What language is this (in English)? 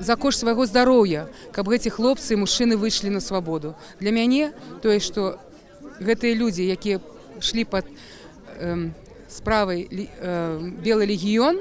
Belarusian